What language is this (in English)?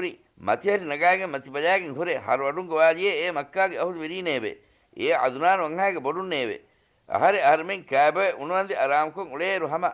Divehi